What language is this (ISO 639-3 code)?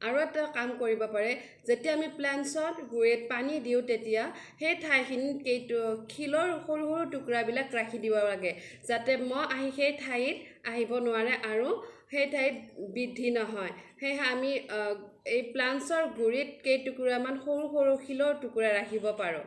asm